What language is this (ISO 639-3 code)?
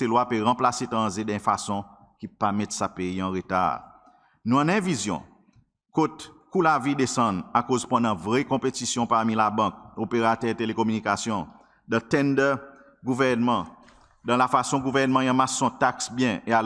crs